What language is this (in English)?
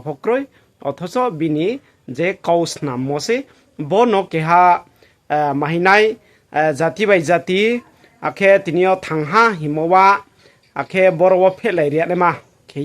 Riang (India)